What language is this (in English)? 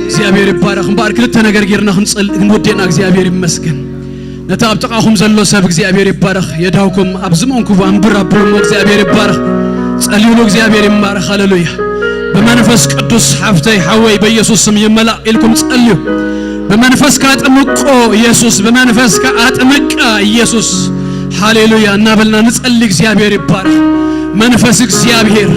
Tigrinya